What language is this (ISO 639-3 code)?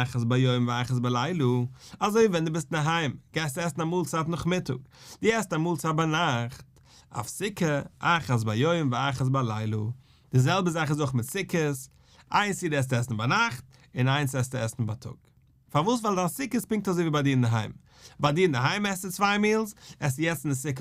yid